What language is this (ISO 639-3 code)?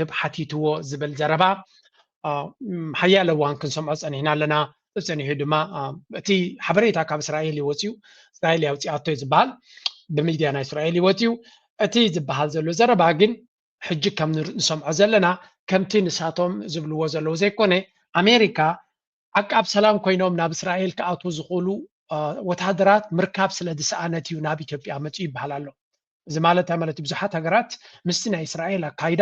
tir